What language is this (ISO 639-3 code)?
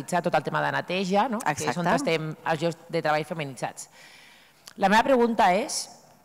cat